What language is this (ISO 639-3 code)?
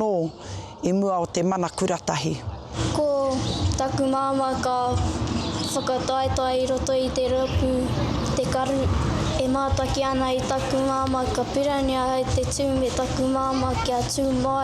mri